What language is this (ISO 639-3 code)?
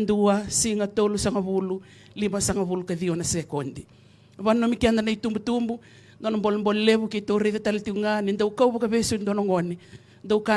fij